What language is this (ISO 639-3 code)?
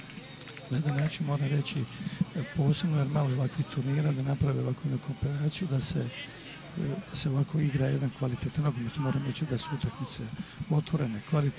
hrv